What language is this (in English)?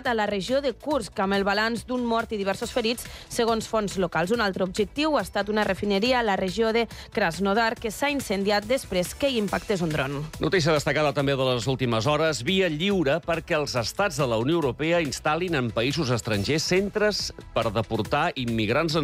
Catalan